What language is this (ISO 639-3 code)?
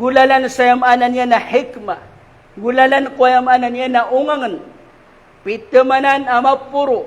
mrw